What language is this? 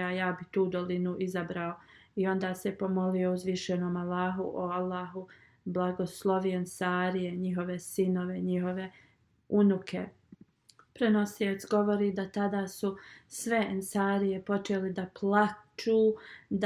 Bosnian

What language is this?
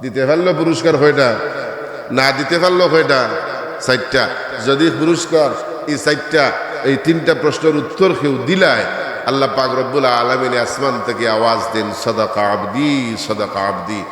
Sylheti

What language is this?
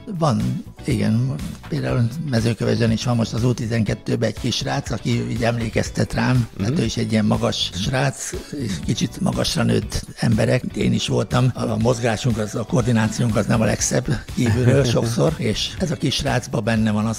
Hungarian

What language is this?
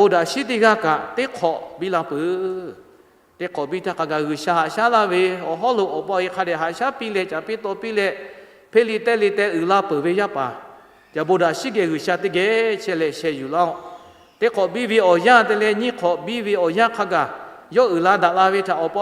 Lahu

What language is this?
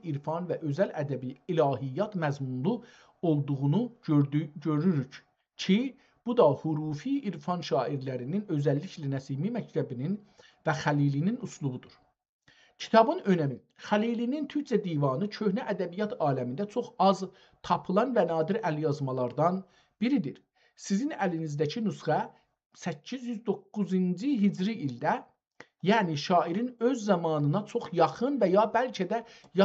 South Azerbaijani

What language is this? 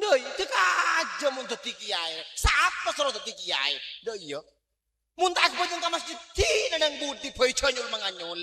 Madurese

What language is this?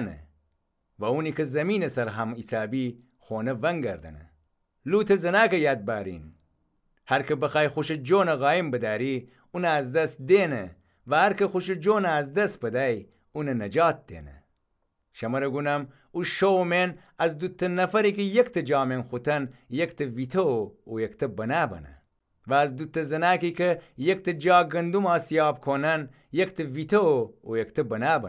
Gilaki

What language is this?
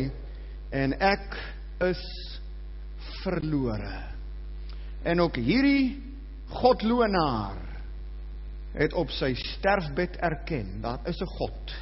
Afrikaans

